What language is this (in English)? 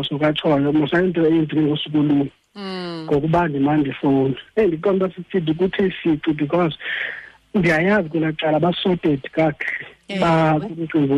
Xhosa